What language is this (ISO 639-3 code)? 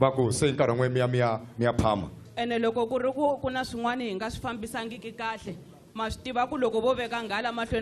tso